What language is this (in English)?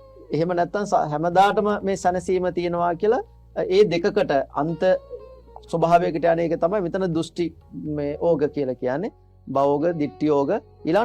Sinhala